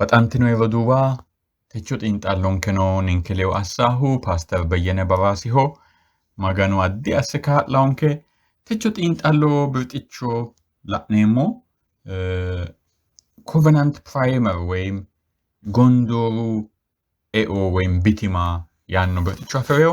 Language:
Sidamo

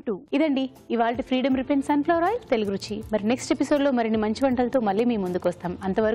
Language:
Telugu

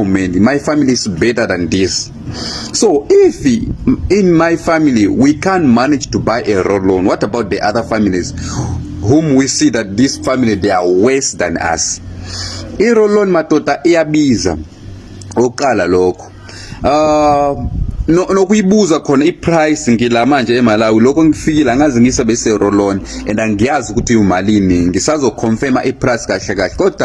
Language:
Zulu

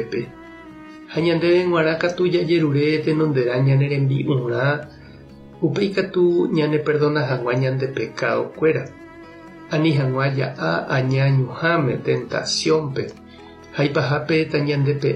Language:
Guarani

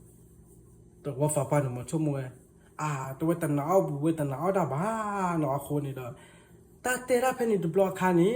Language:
S'gaw Karen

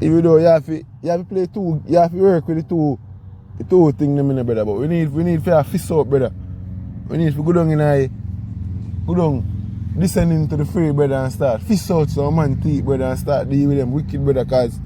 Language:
Jamaican Creole English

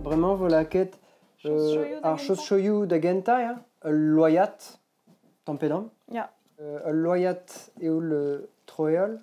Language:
Breton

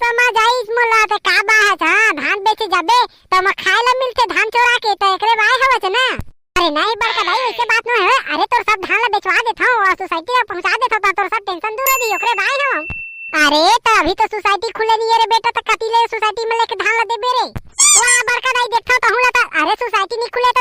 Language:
Chhattisgarhi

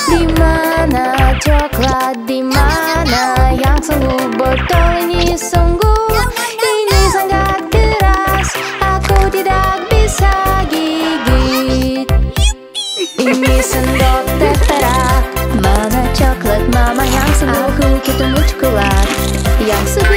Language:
Indonesian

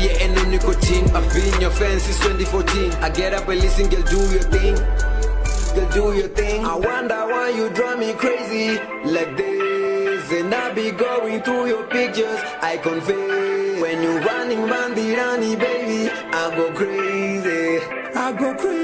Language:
Venda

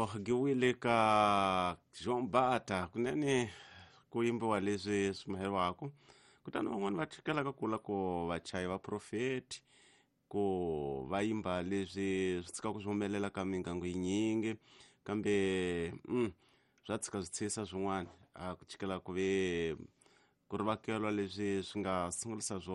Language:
Tsonga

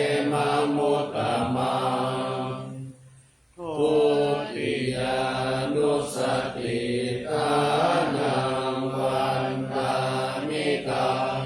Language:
Pali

